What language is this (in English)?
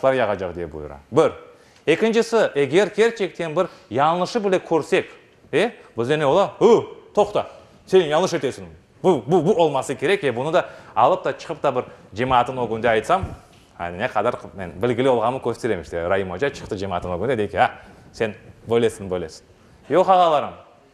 Crimean Tatar